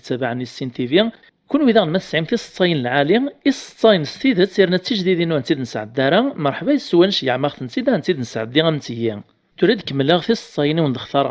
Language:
Kabyle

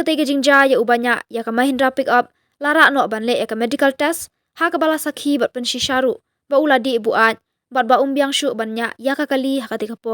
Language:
Khasi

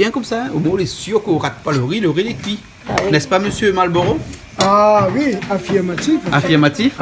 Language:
Réunion Creole French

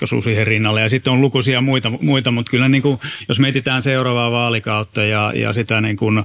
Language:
Finnish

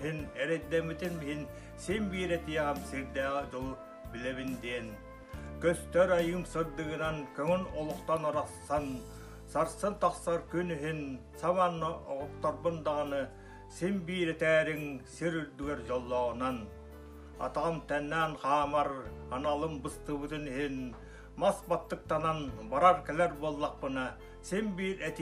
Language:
Yakut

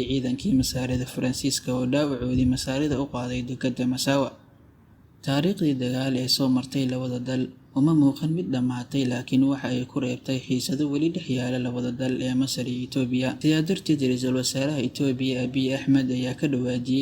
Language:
Somali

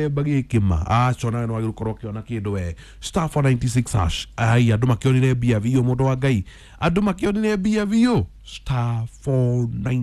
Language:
Kikuyu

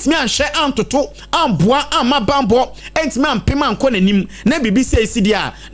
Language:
Akan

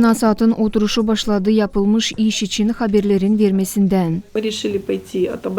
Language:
Gagauz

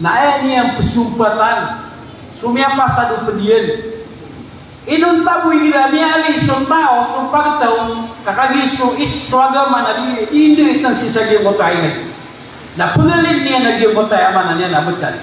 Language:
Maranao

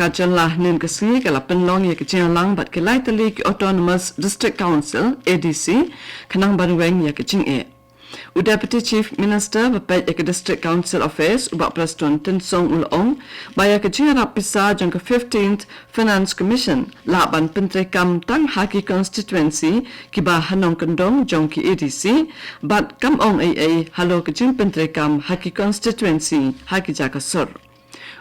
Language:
Khasi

